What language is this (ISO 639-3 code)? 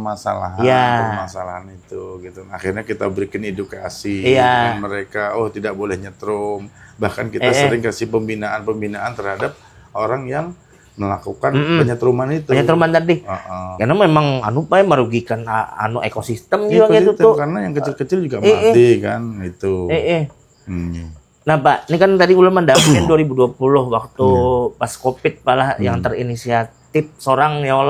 bjn